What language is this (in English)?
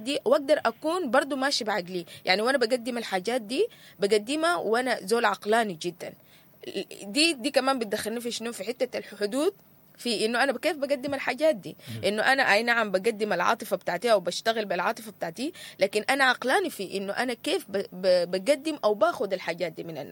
Sudanese Arabic